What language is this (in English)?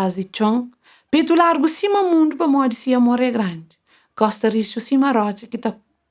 Kabuverdianu